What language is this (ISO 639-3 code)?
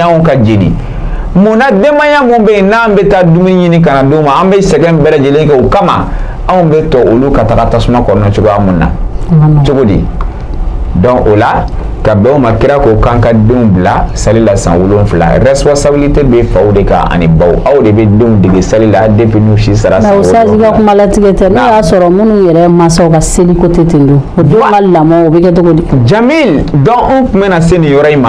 bam